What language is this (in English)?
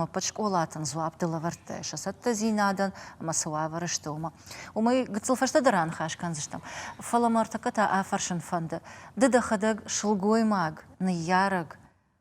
Ossetic